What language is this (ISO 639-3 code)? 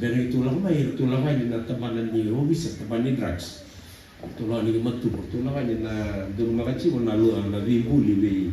fij